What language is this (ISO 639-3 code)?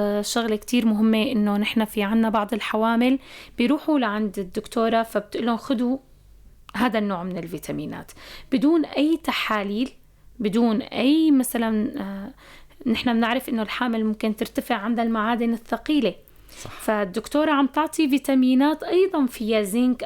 apc